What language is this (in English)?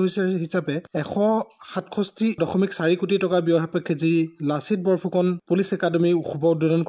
Assamese